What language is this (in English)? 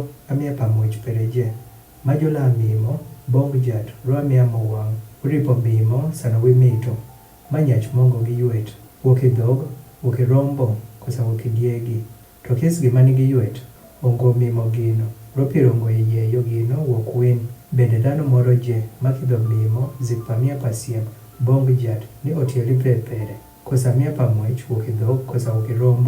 Adhola